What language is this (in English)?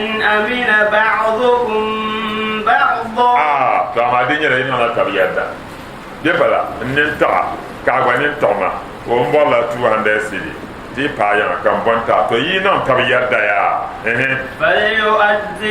Dagbani